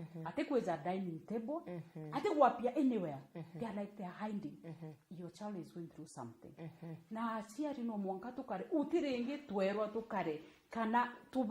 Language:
Meru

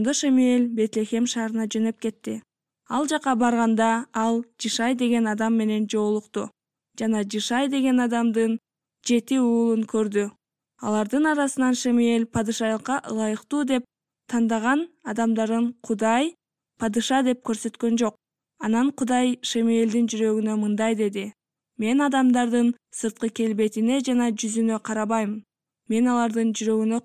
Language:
Kyrgyz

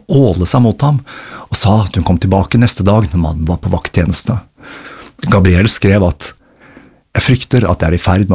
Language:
Norwegian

